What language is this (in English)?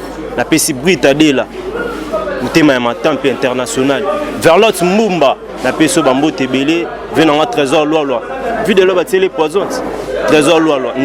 Lingala